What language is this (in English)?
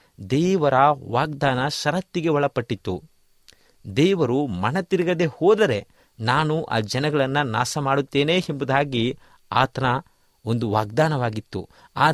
Kannada